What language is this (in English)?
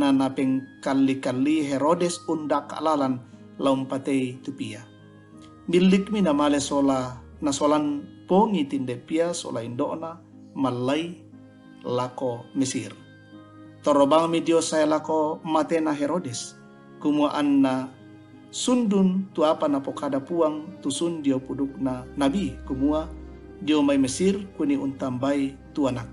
Toraja-Sa'dan